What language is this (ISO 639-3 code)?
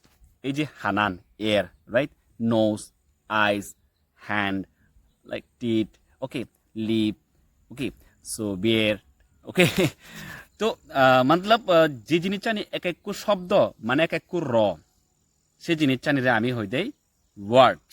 ccp